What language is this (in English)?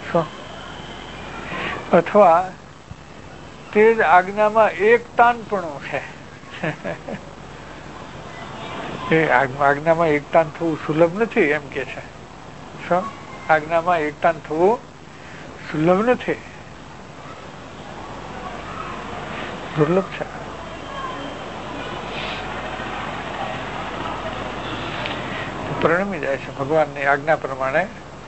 Gujarati